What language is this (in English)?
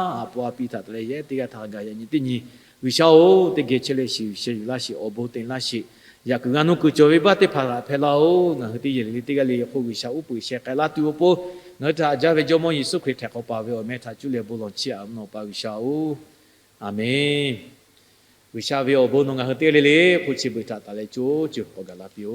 Lahu